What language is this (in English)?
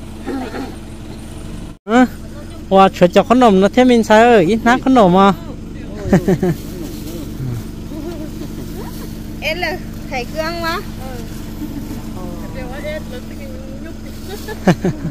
Vietnamese